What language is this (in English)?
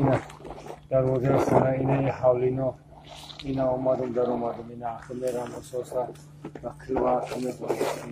Tajik